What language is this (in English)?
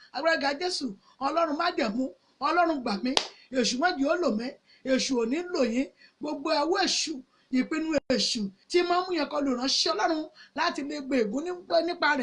Yoruba